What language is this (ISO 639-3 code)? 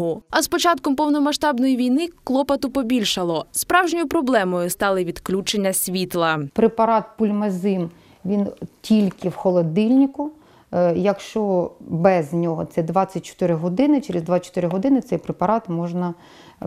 ukr